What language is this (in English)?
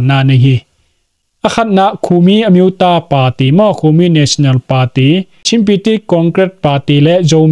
Tedim Chin